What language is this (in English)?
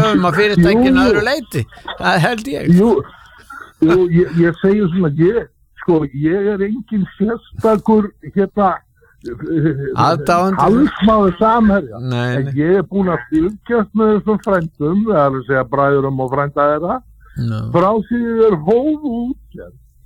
Icelandic